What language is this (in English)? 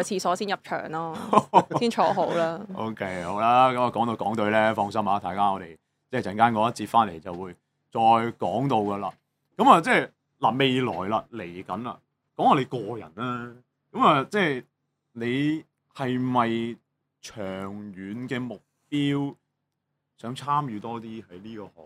Cantonese